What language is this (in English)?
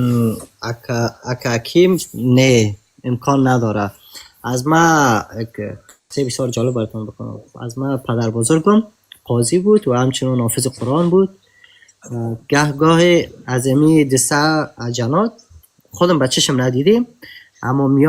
Tajik